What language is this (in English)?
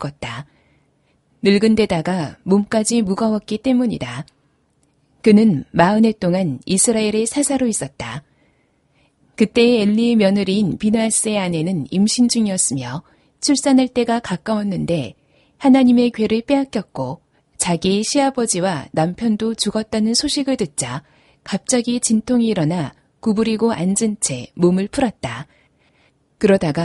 Korean